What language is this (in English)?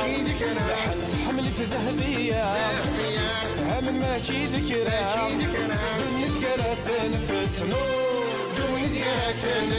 Kabyle